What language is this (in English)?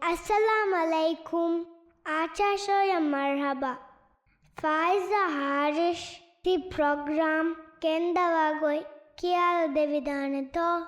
Divehi